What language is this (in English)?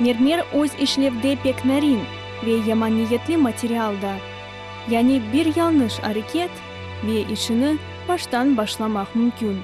Crimean Tatar